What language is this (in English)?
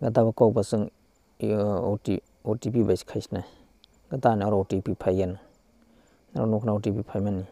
Kok Borok